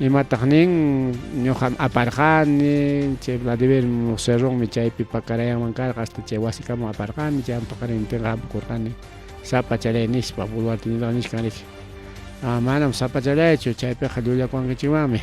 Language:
Ayacucho Quechua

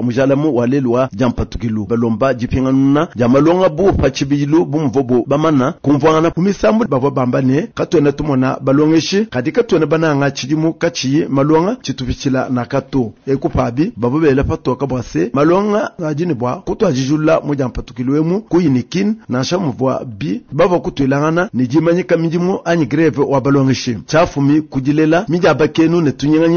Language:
Luba-Lulua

